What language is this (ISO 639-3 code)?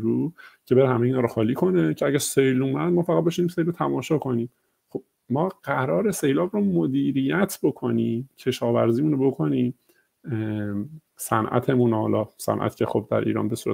fas